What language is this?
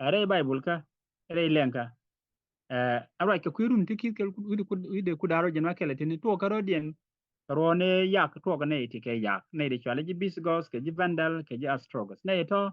Nuer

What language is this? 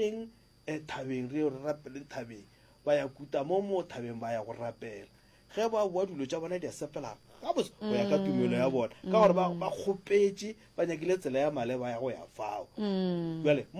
Northern Sotho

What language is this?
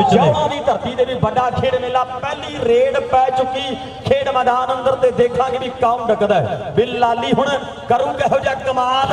Punjabi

